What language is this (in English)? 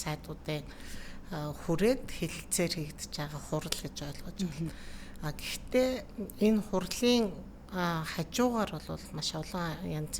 Mongolian